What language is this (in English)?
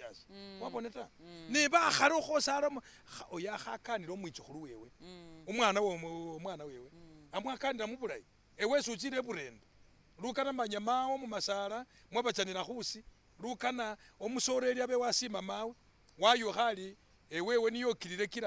Masaaba